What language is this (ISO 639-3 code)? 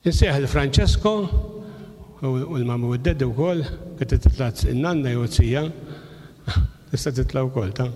mlt